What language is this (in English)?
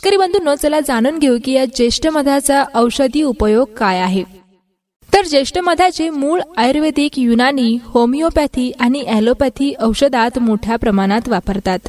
Marathi